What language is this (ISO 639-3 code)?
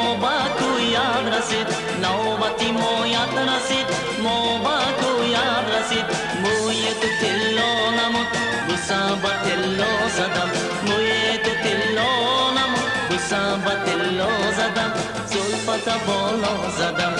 tgk